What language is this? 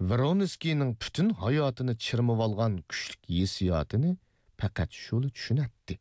Uyghur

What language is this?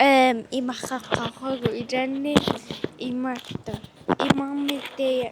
Kalaallisut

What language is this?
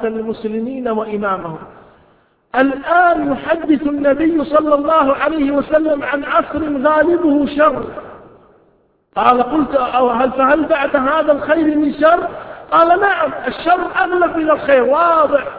Arabic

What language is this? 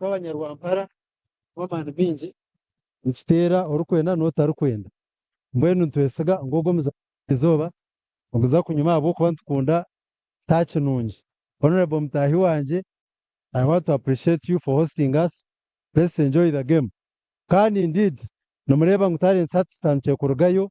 Nyankole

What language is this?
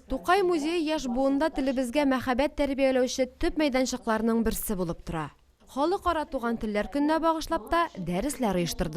Tatar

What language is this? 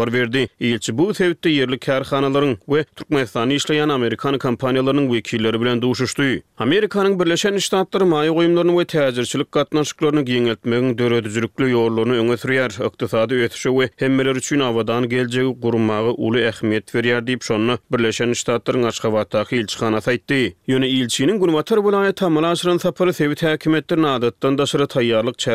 Turkmen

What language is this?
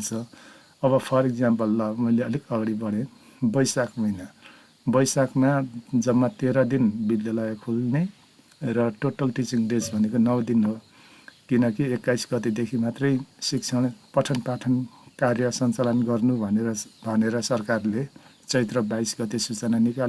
Nepali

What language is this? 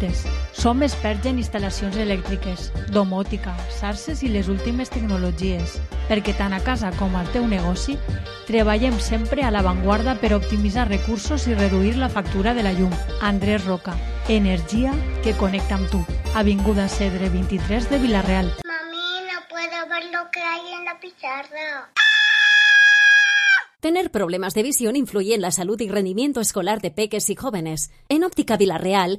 Catalan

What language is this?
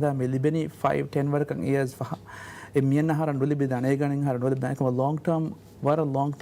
Divehi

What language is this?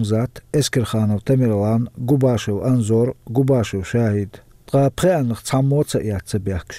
Chechen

